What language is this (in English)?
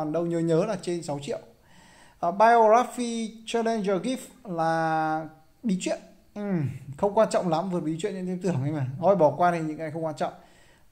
Vietnamese